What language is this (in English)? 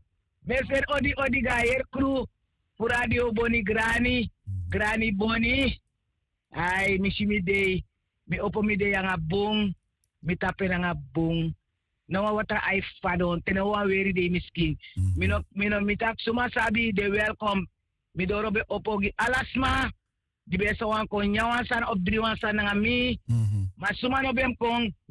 Sranan Tongo